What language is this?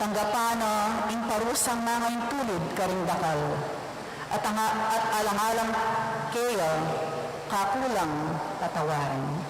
Pampanga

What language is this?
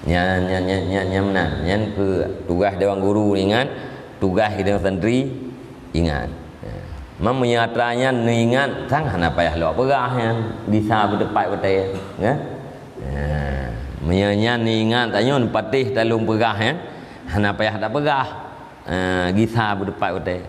Achinese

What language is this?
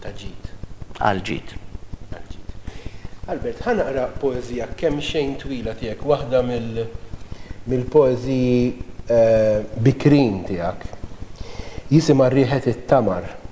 Maltese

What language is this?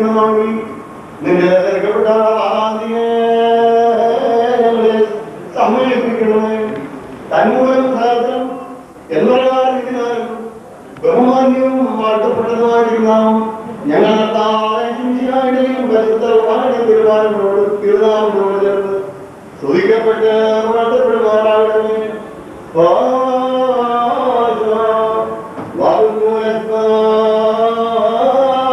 Malayalam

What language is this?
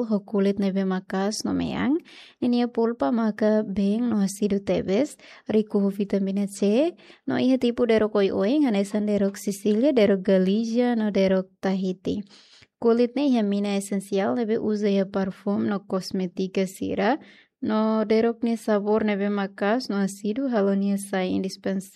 Tetum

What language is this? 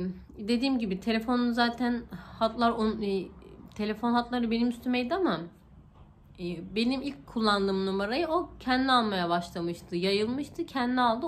Turkish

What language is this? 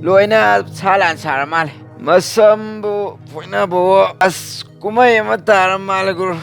Manipuri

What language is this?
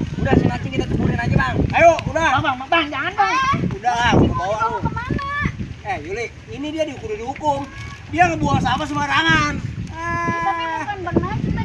Betawi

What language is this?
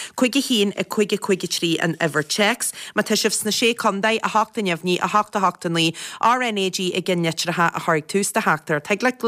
Irish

